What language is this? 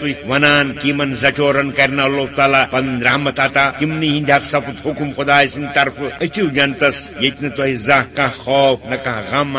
Kashmiri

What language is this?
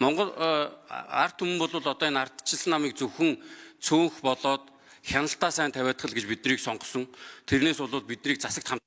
Mongolian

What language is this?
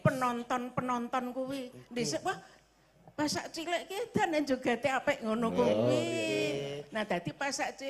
Javanese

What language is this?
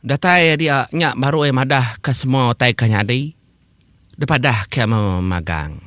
Iban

